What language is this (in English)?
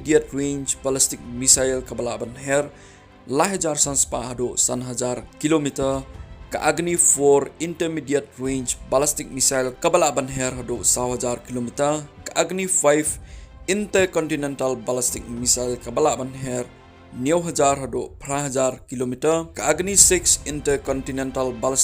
Khasi